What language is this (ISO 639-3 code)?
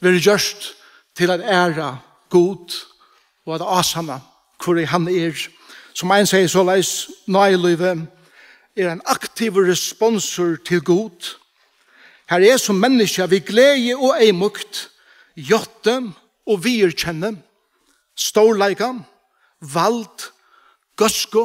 fao